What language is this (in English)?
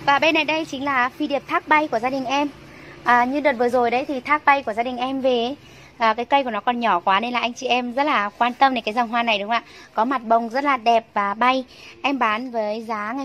Vietnamese